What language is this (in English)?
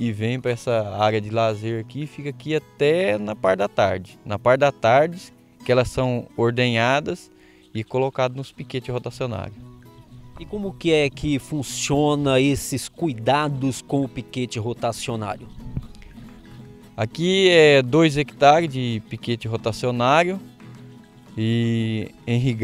Portuguese